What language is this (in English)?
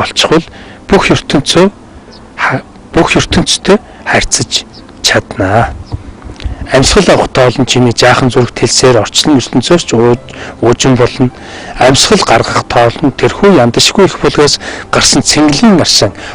Mongolian